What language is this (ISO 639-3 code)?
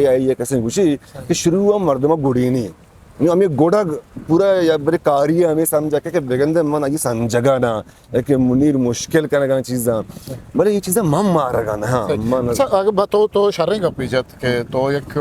bgp